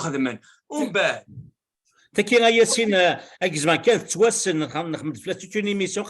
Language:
Kabyle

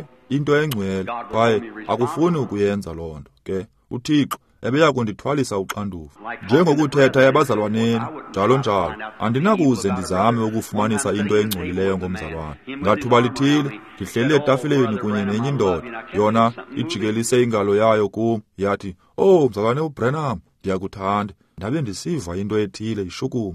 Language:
Xhosa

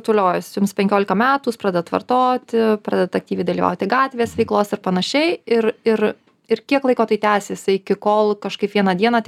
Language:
Lithuanian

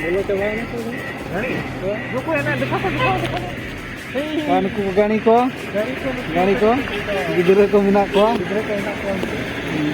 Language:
Santali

